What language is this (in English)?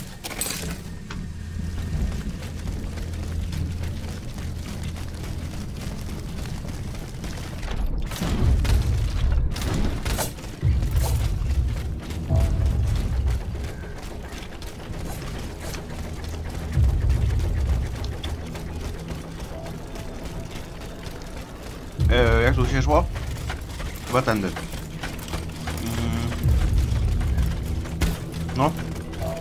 Polish